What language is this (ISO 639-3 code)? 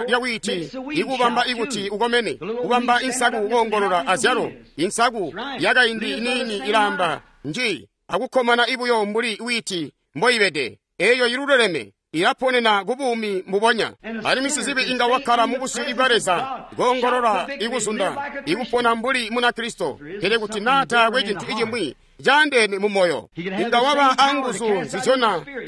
toi